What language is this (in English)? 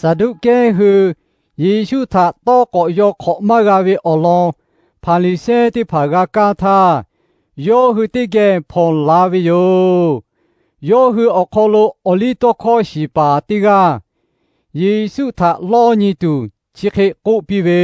Lahu